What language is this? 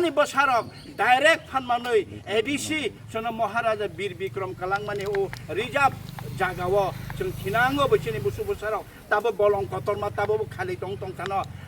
Kok Borok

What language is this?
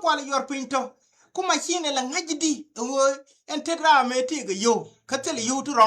Nuer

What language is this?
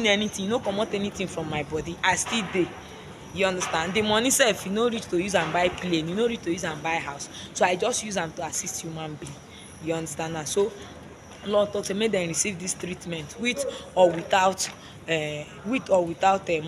Nigerian Pidgin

